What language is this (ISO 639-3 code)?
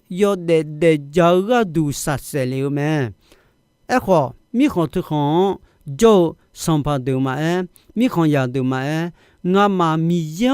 ahk